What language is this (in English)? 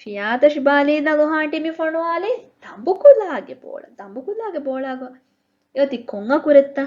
Divehi